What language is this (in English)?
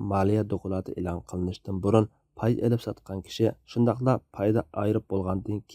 Uyghur